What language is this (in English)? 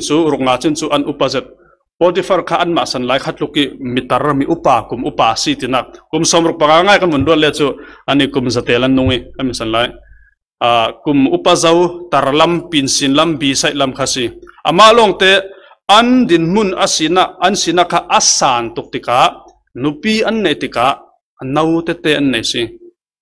Falam Chin